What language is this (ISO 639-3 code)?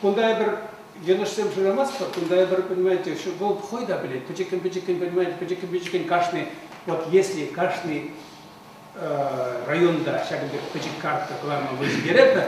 chv